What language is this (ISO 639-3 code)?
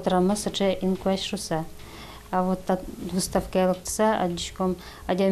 udm